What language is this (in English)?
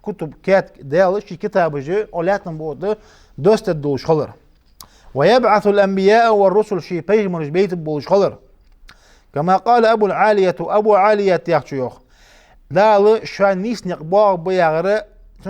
Ingush